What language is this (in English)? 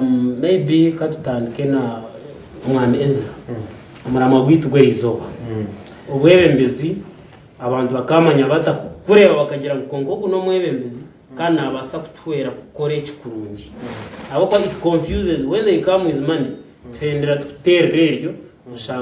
Nyankole